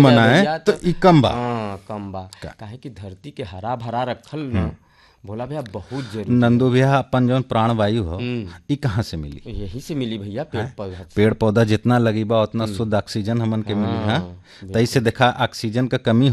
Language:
Bhojpuri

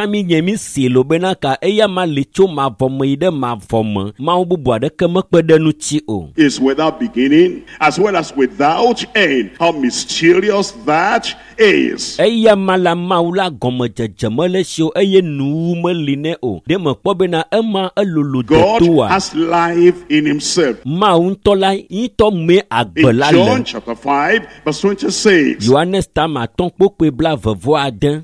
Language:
Ewe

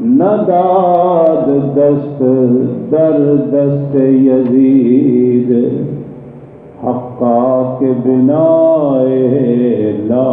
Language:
Saraiki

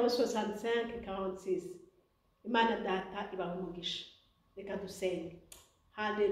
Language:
Rundi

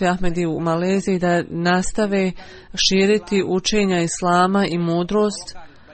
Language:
Bosnian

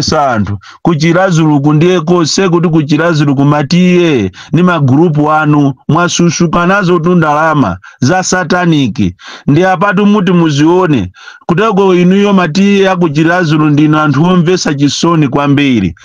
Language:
Nyanja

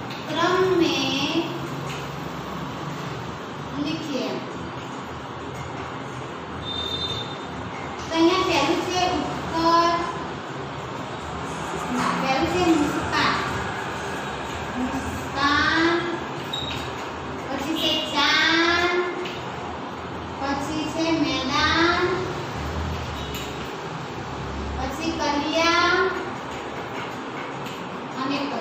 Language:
Gujarati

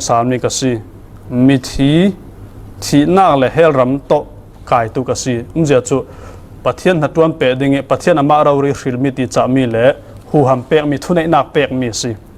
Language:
Falam Chin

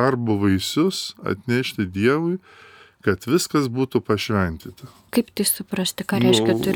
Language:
Lithuanian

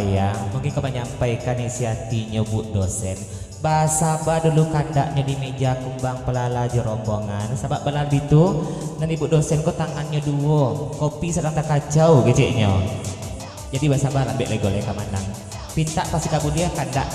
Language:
Minangkabau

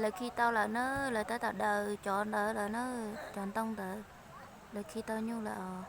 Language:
Hmong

